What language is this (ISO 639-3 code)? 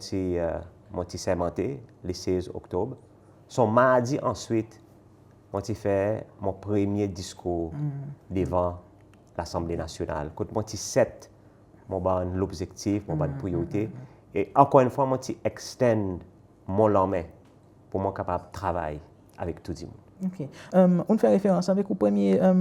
crs